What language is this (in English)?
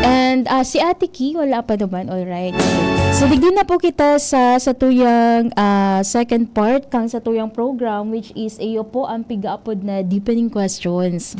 Bikol